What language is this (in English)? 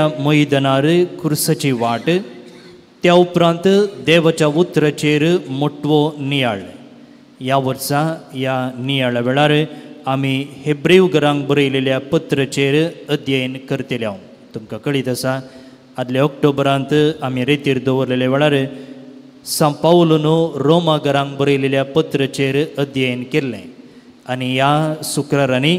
Konkani